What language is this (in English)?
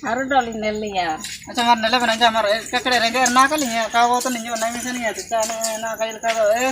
Ho